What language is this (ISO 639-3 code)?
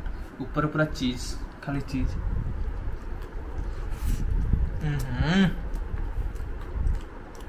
ori